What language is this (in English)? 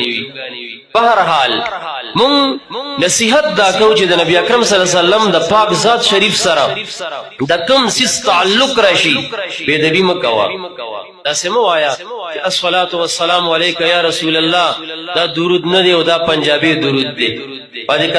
Pashto